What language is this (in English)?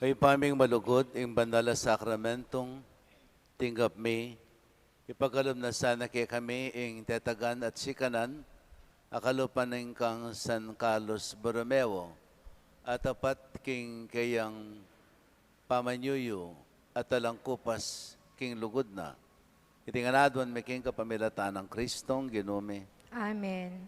Pampanga